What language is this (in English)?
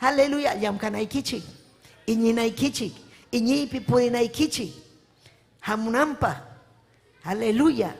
Ayacucho Quechua